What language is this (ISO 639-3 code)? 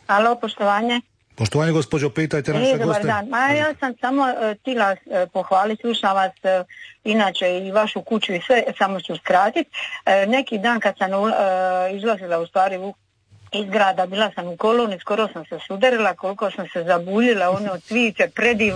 hrv